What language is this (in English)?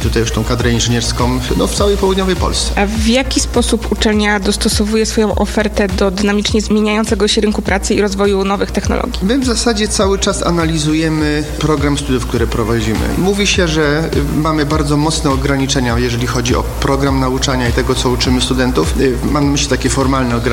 Polish